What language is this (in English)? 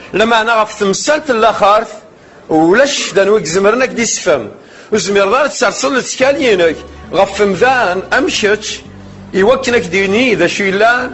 Kabyle